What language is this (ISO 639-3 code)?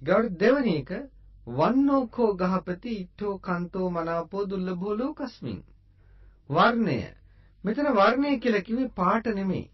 sin